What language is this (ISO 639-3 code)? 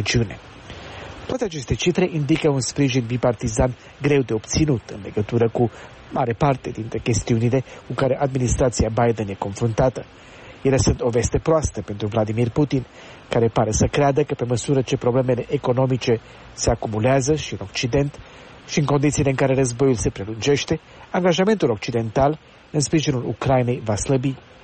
ron